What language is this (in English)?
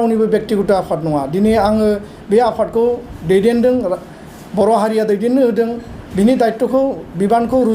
Bodo